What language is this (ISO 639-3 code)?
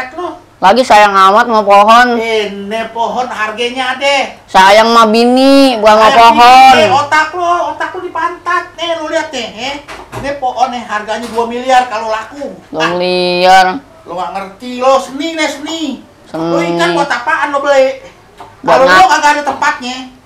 bew